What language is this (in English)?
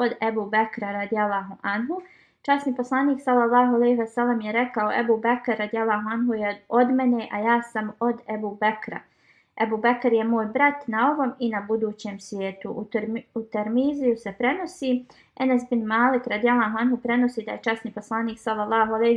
Bosnian